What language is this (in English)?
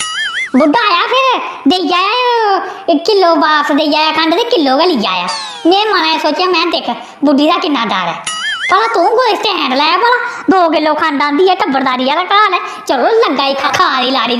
Dogri